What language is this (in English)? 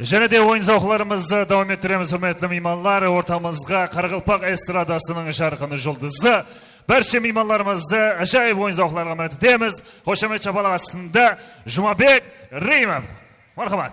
Kara-Kalpak